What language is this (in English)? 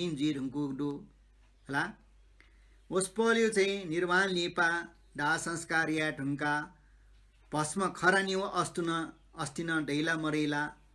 Newari